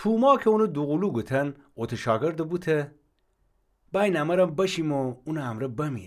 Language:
Gilaki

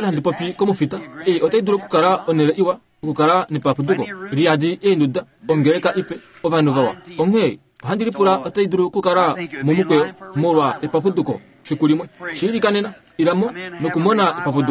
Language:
Kuanyama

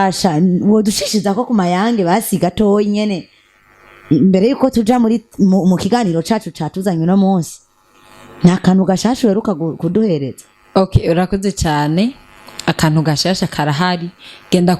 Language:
Rundi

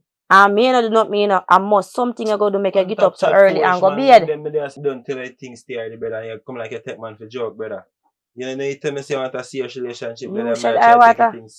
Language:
Jamaican Creole English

